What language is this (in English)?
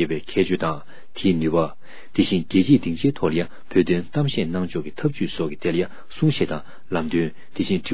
Tibetan